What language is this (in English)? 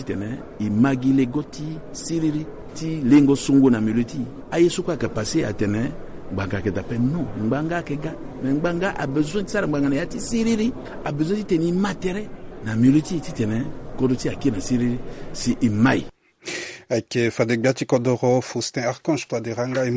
Sango